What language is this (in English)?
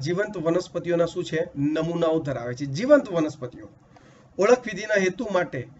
Gujarati